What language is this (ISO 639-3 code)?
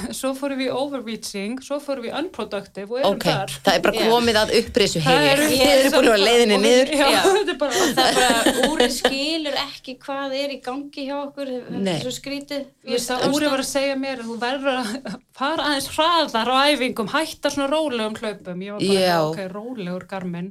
isl